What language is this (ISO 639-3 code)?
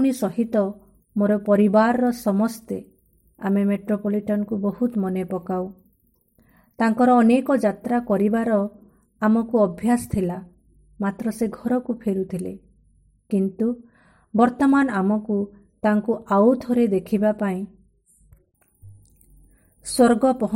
ori